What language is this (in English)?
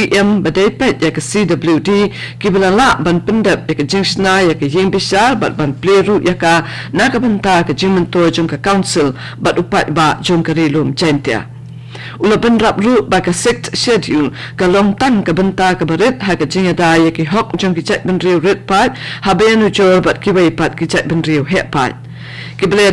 Khasi